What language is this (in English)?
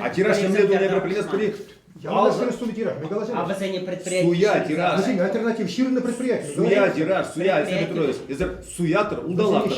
Chuvash